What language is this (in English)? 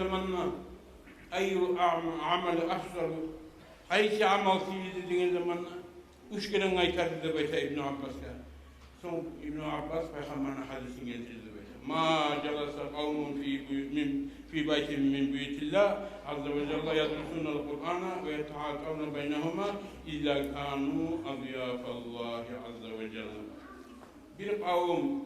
Kumyk